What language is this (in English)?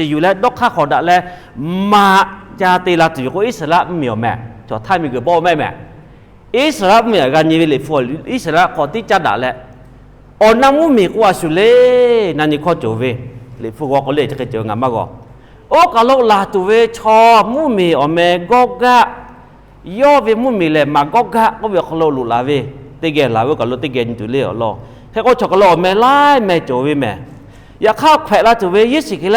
Lahu